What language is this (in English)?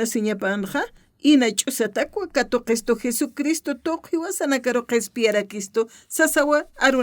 Aymara